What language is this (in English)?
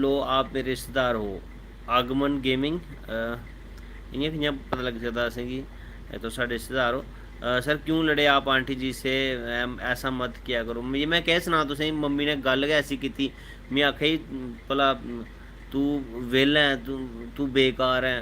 Dogri